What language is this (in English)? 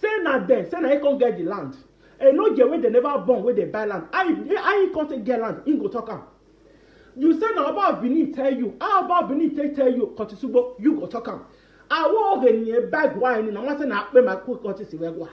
Nigerian Pidgin